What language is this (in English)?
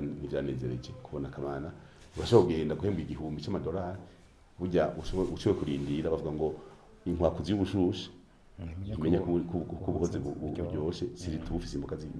Rundi